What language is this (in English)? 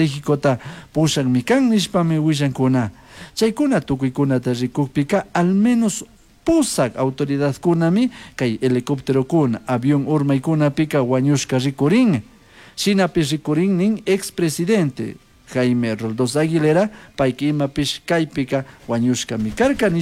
Chimborazo Highland Quichua